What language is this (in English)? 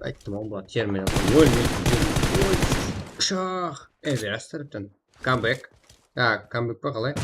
Kara-Kalpak